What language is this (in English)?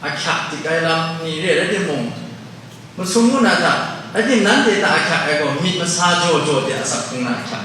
Kachin